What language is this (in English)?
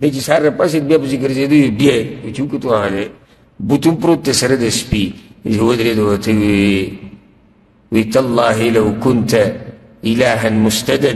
Pashto